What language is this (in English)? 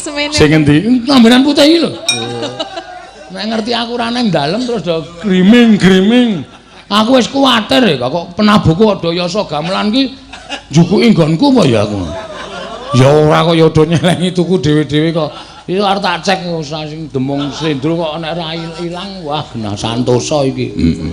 Javanese